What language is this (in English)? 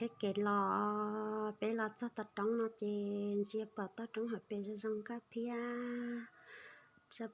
Hmong